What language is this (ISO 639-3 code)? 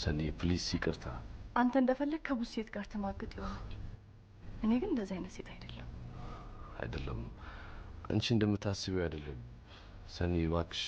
amh